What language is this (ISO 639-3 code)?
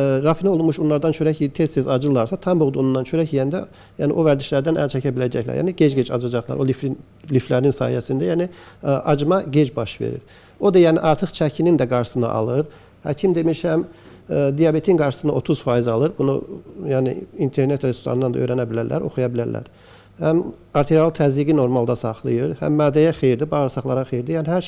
aze